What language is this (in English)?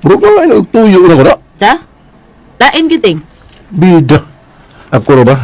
Cebuano